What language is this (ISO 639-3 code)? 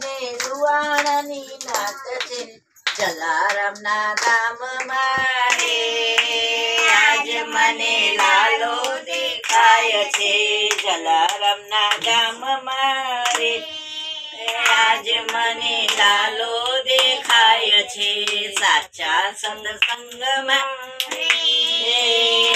guj